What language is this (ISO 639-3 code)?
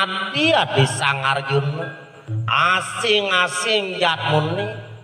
ban